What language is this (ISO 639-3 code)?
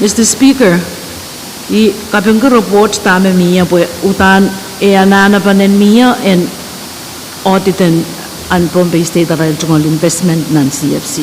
pon